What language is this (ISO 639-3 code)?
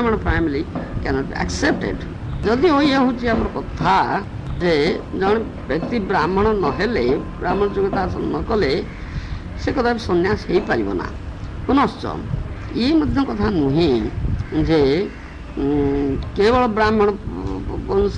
ori